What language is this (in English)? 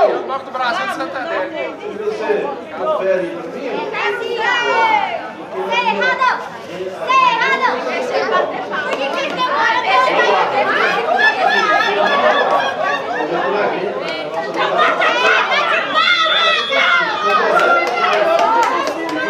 Portuguese